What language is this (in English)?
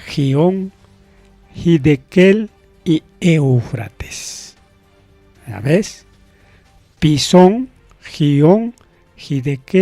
Ayacucho Quechua